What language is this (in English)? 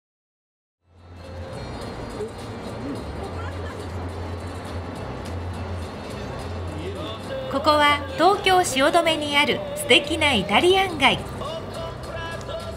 Japanese